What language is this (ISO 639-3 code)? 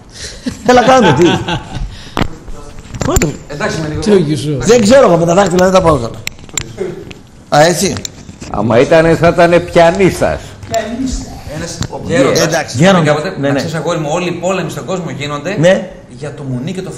ell